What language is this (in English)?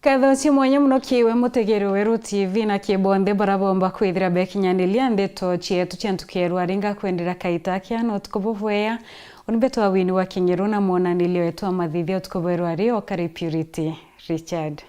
Meru